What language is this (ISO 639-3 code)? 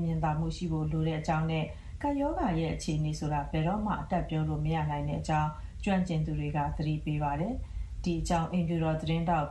mya